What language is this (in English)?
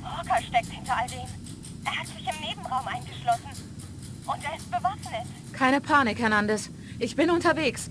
Bavarian